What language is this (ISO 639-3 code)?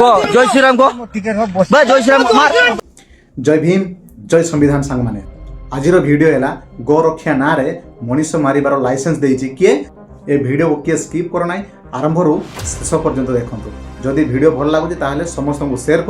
ori